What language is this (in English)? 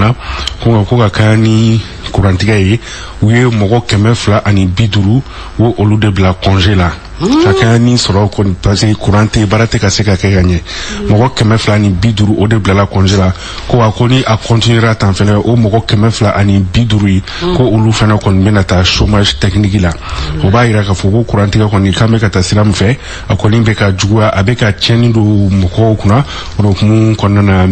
Bambara